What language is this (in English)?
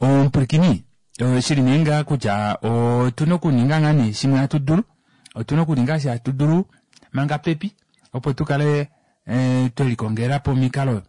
Kuanyama